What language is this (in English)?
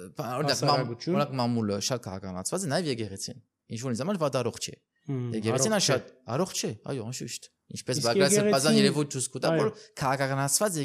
Armenian